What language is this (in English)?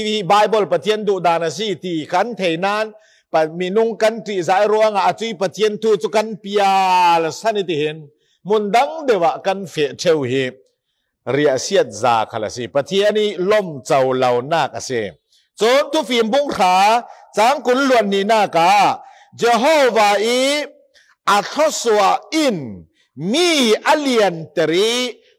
Falam Chin